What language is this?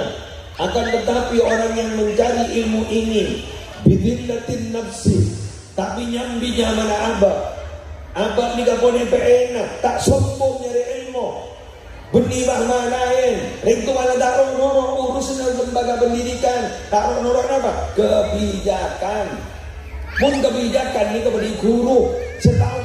Madurese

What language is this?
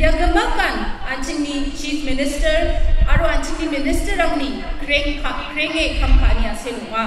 Garo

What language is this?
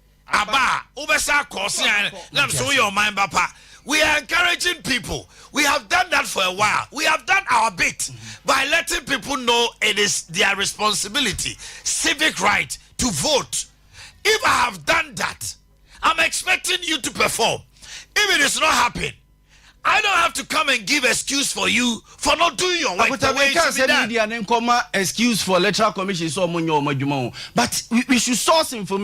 Akan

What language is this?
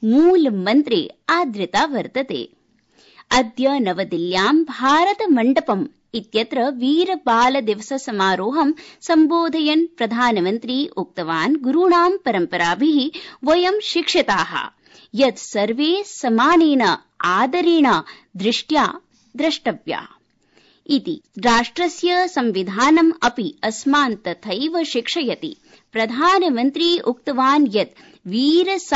Sanskrit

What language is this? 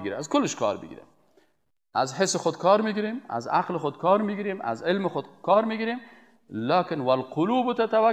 Persian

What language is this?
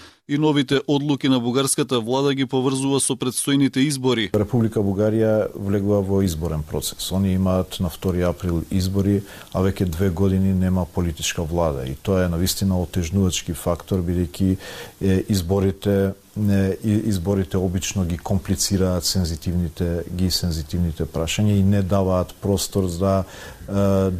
Macedonian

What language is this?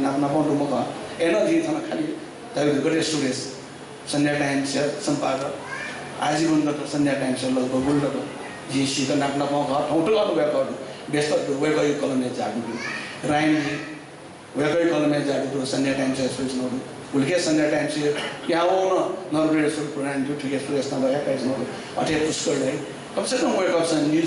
Newari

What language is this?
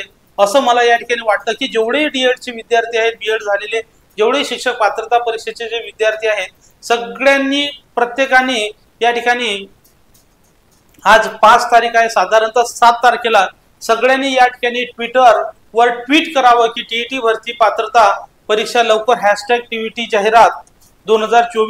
Marathi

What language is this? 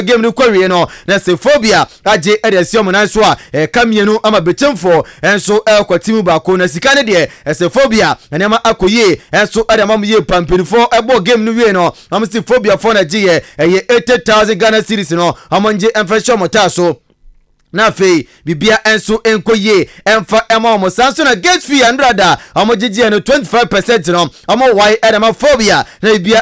Akan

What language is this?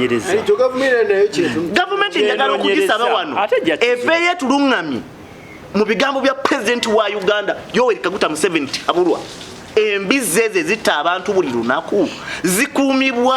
Ganda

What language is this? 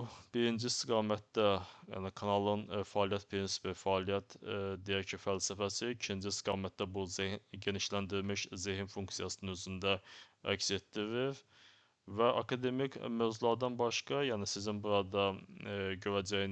Azerbaijani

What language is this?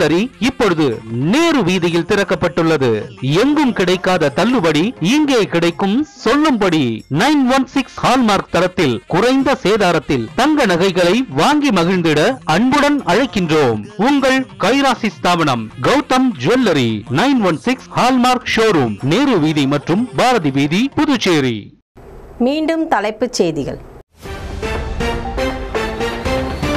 Tamil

